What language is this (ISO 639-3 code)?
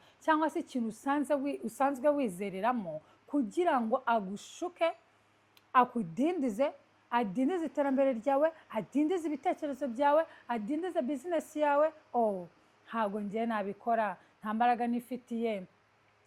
kin